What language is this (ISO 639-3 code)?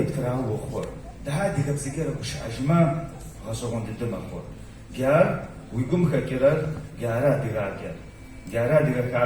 ady